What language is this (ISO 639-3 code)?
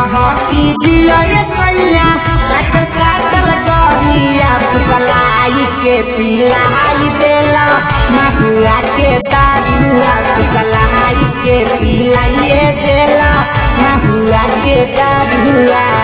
bho